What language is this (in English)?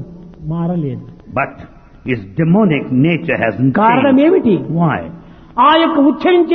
Telugu